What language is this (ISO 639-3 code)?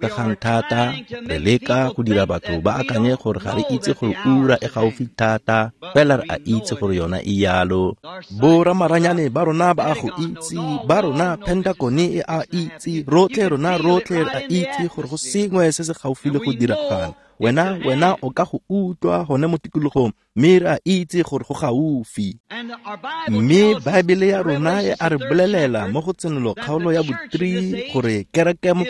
tsn